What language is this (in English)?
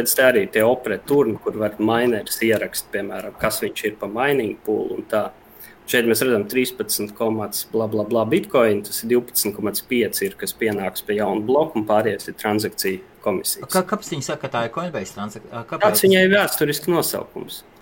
Latvian